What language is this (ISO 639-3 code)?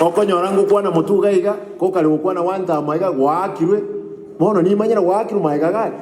guz